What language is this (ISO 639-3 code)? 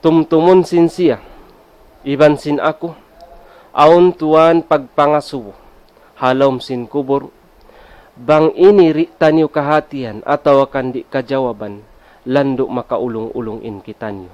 tsg